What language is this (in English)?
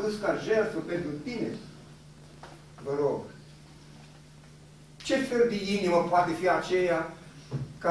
Romanian